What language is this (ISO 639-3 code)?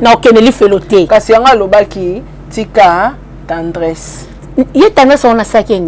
lin